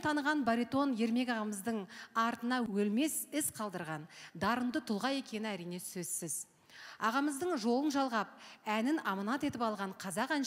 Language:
Kazakh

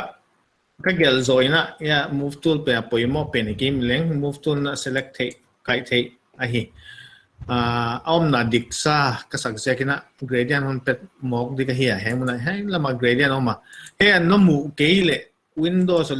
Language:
Paite Chin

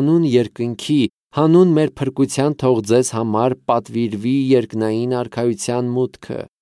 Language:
Armenian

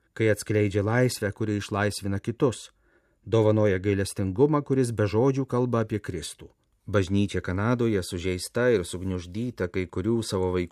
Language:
Lithuanian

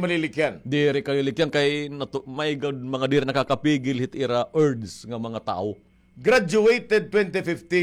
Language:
Waray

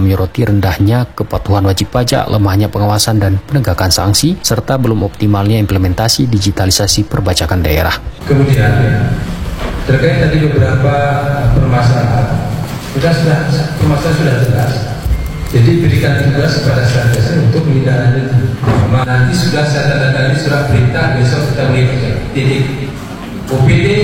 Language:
Indonesian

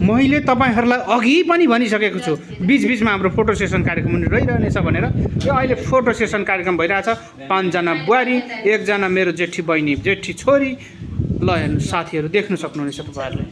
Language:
Nepali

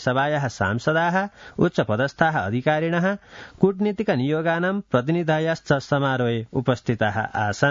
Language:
Sanskrit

